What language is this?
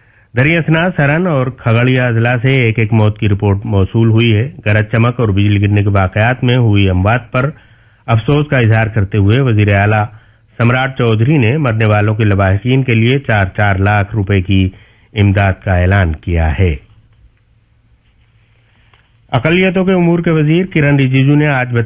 Urdu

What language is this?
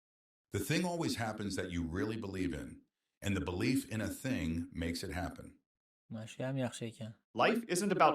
Uzbek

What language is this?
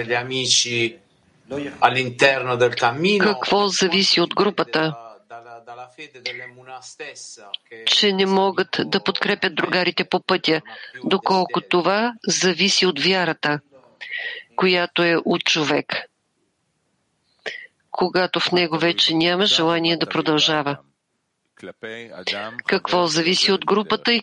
Bulgarian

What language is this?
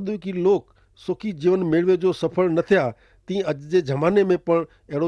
Kachhi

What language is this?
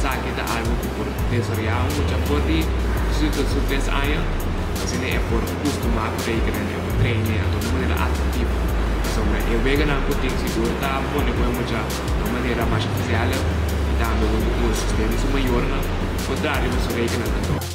Papiamento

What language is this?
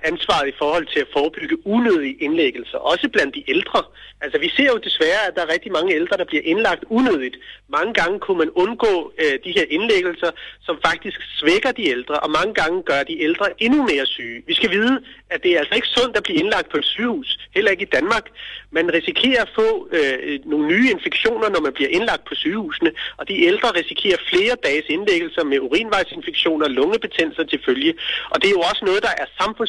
Danish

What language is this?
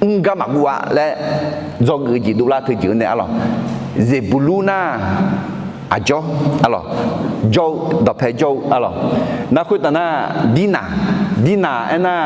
Akha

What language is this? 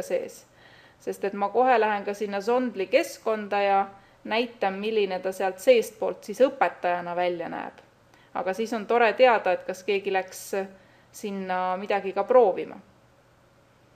Estonian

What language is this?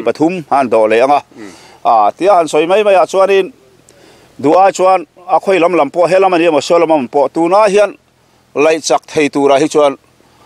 Mizo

